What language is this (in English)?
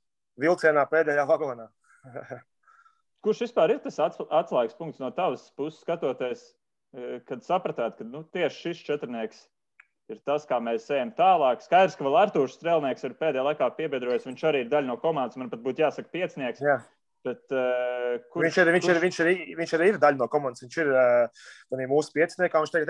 Latvian